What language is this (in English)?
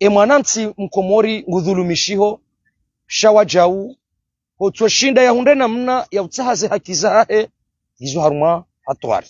Ngazidja Comorian